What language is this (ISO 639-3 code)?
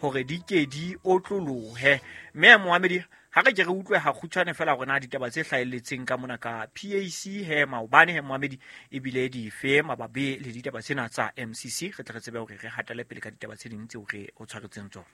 sot